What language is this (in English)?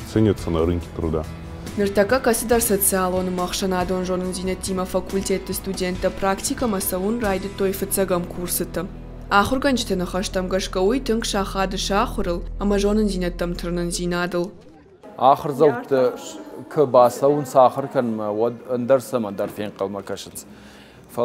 Ossetic